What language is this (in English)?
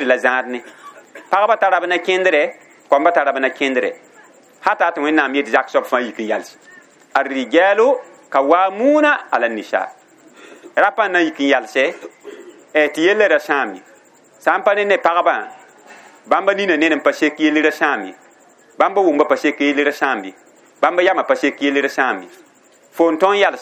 Mossi